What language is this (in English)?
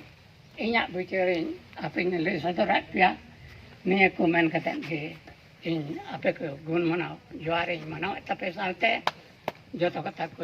Santali